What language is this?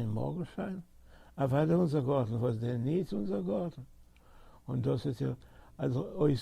Yiddish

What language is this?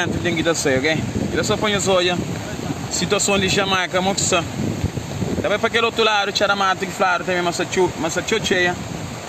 Kabuverdianu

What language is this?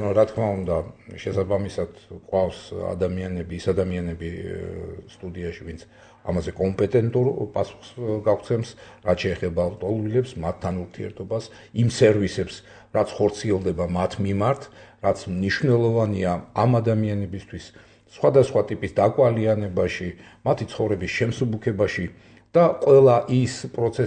Georgian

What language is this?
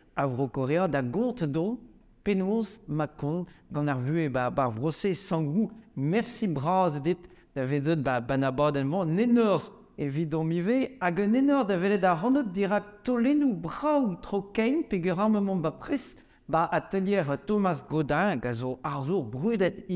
Breton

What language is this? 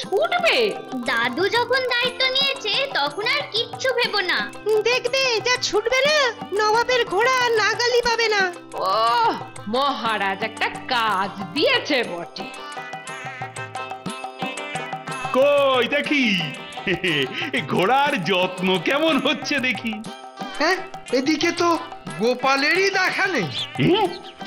Bangla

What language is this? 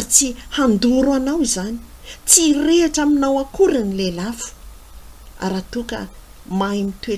Malagasy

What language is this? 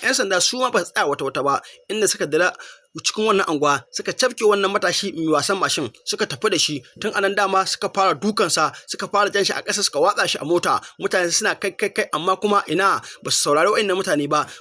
Hausa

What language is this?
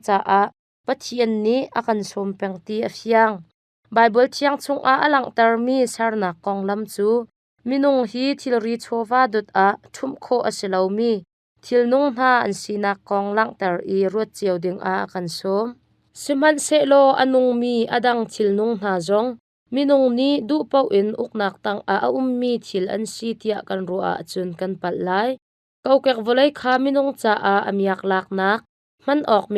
Hakha Chin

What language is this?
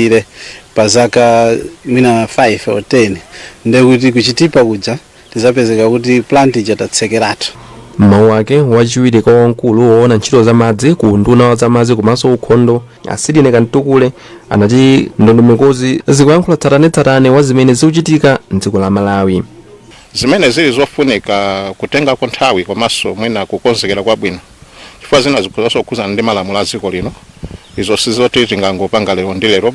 Nyanja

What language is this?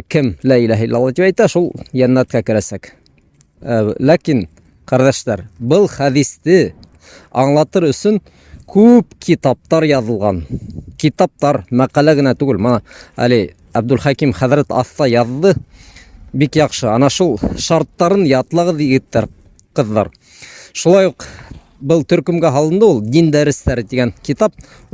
Bashkir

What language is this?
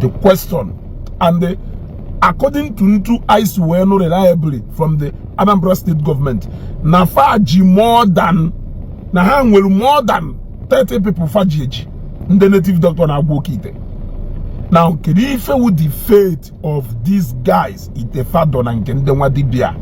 Igbo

